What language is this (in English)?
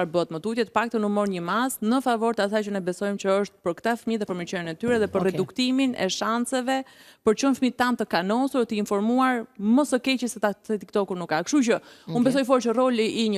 Albanian